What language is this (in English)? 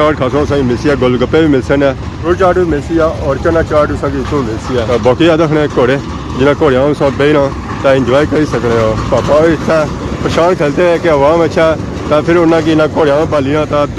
Pahari-Potwari